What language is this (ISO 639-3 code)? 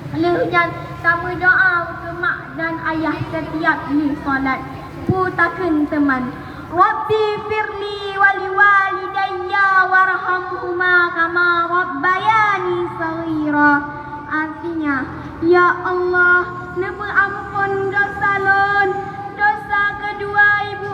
ace